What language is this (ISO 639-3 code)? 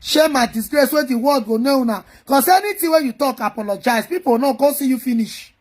pcm